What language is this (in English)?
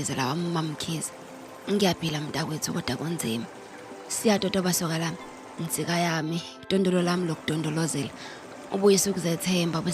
Zulu